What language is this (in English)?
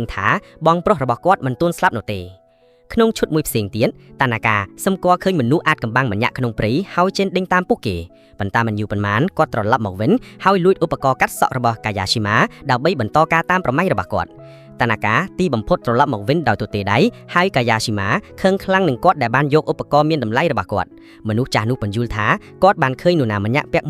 Khmer